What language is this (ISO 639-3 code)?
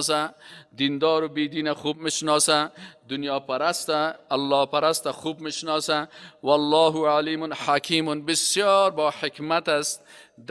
fas